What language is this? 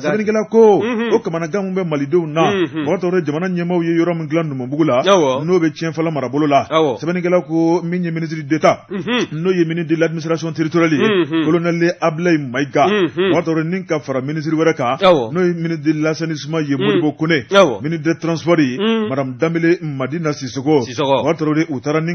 Bambara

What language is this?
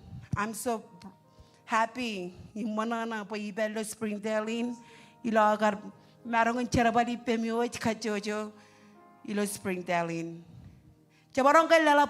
Marshallese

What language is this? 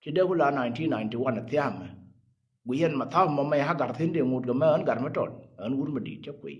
Nuer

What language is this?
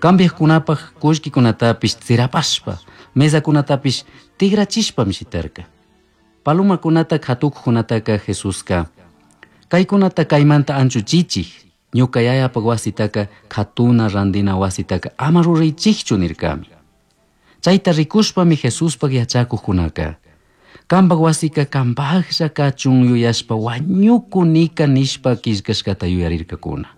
Chimborazo Highland Quichua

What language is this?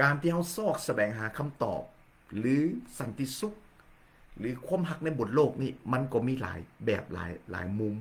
Lao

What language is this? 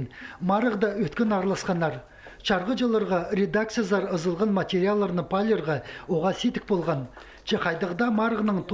Khakas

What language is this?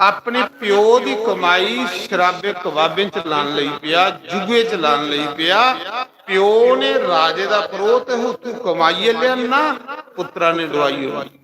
Dogri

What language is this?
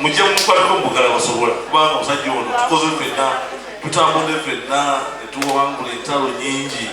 Ganda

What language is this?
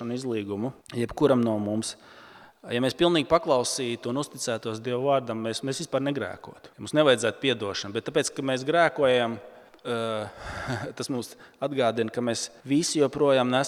Latvian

